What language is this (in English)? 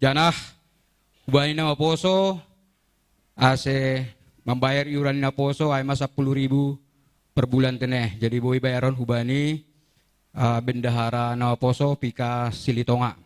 Batak Simalungun